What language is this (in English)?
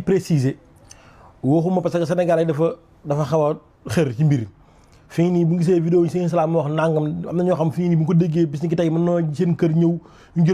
Wolof